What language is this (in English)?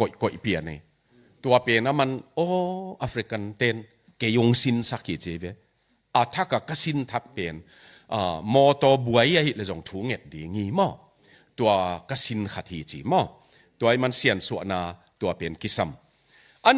Tedim Chin